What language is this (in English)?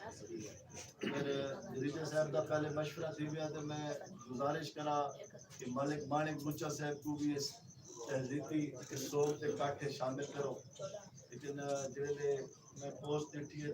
Saraiki